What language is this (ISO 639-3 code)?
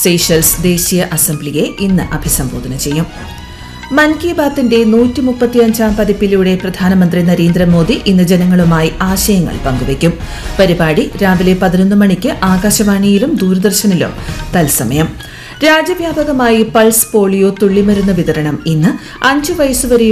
mal